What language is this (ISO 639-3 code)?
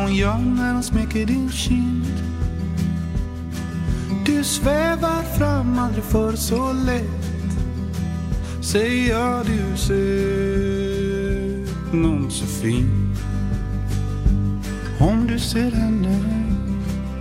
swe